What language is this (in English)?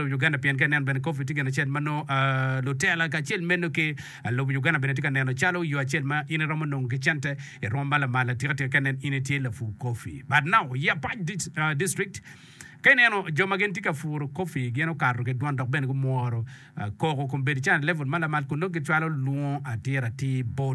Acoli